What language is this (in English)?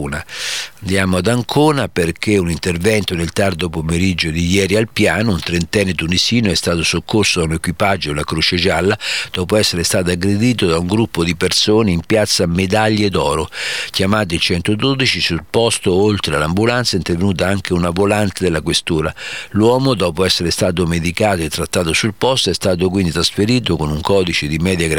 Italian